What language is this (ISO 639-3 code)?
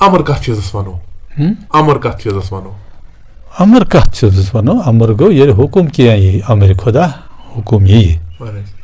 kas